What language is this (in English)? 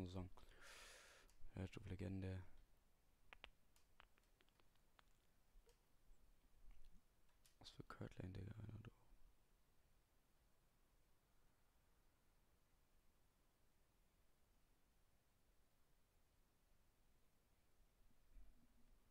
German